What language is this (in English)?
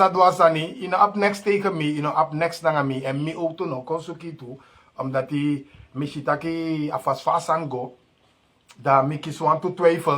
Sranan Tongo